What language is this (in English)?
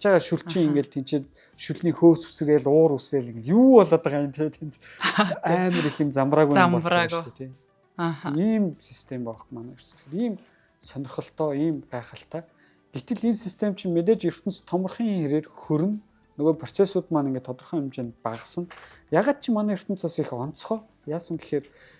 Mongolian